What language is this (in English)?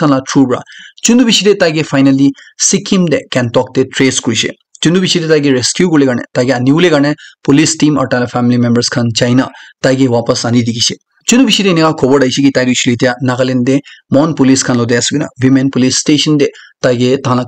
Naga Pidgin